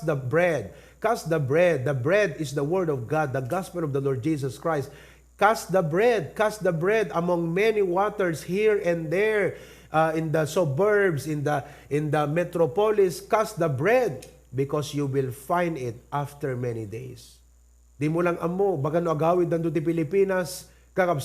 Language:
Iloko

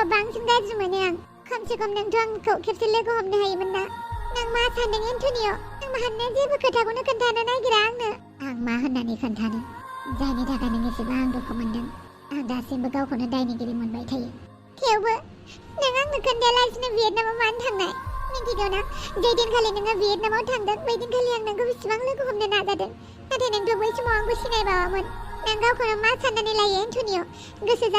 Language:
Bodo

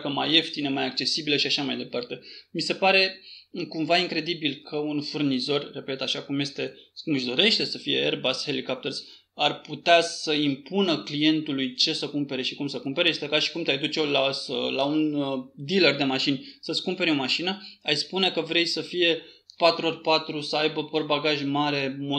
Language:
Romanian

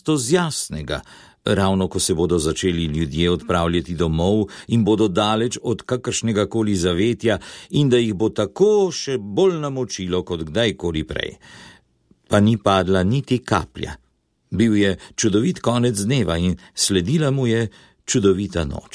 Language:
Slovenian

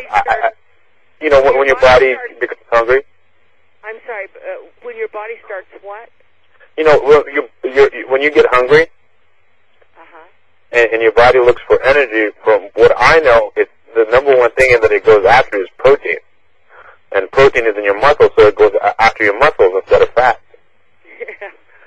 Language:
English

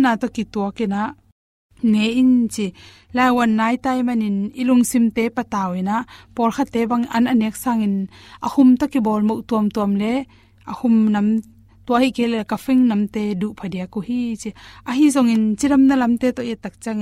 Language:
Tedim Chin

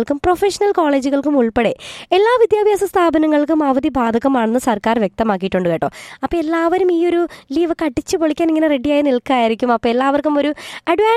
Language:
Malayalam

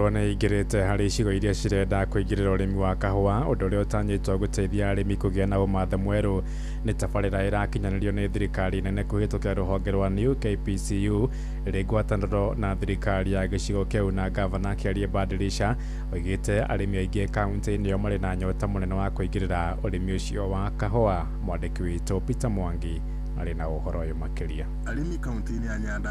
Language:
Kikuyu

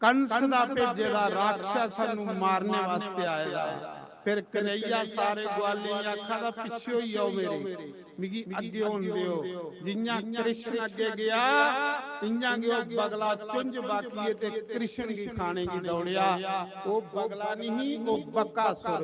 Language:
Dogri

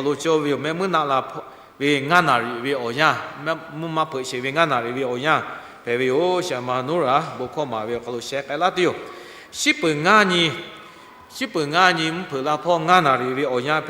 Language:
Lahu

